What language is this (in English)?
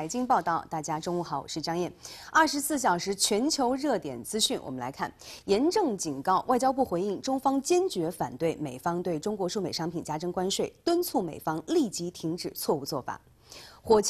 Chinese